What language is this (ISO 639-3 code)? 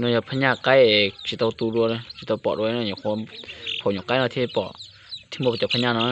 hmn